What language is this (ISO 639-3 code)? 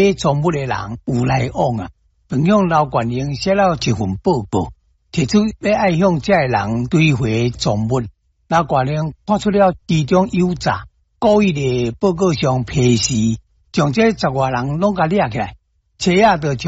nan